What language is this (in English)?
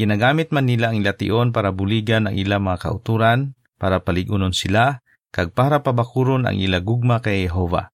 Hiligaynon